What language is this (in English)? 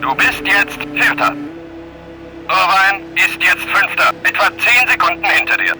Bavarian